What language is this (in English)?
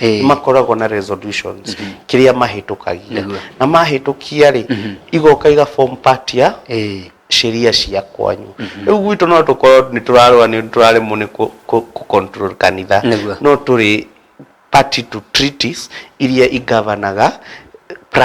Kikuyu